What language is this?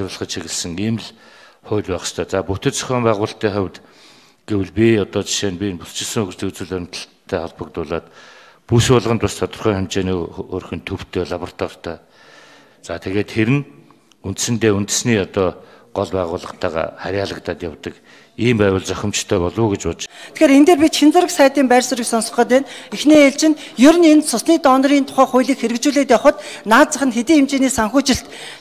Mongolian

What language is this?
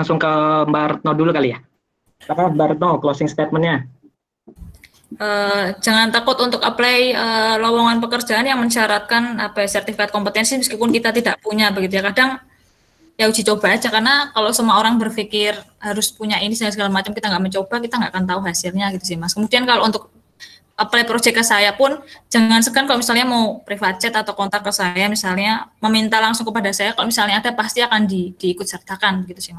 Indonesian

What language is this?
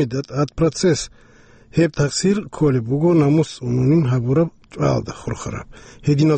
Avaric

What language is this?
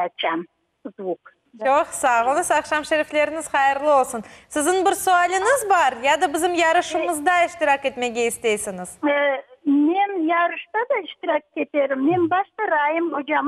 Crimean Tatar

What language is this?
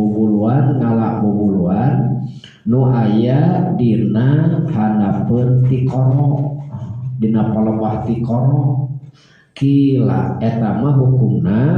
Sundanese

